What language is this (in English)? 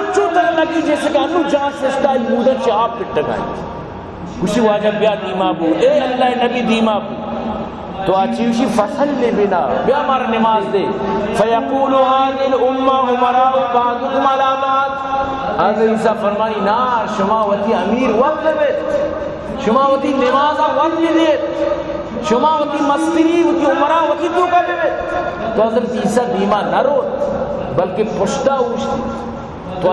Baluchi